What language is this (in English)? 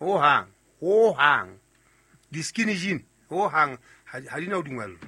Southern Sotho